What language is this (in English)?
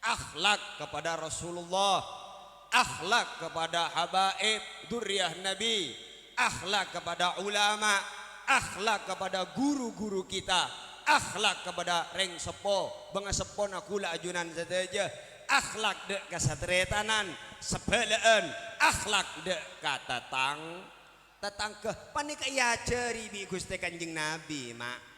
Madurese